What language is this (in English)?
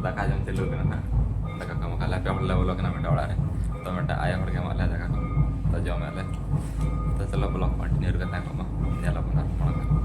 Santali